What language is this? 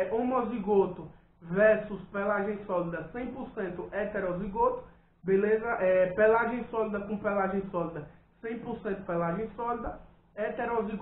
Portuguese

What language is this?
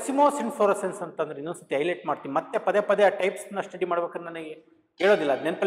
Kannada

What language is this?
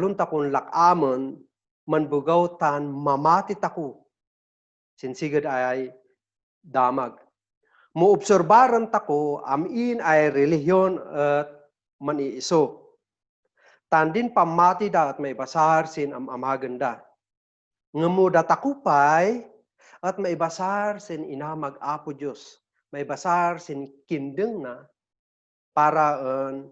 Kankanaey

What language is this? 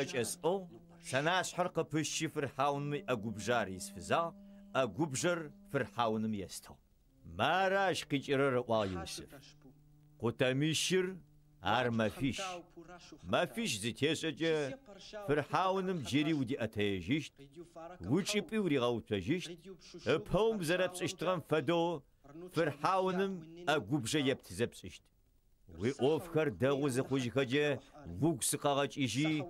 Adyghe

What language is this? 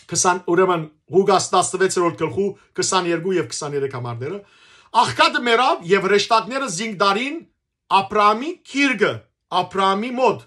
Western Armenian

